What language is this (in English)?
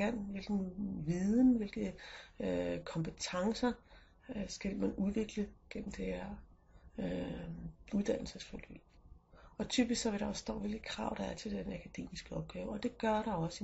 Danish